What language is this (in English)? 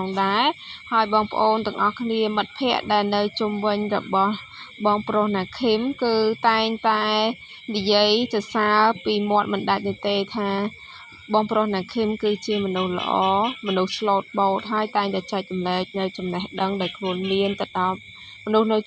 Khmer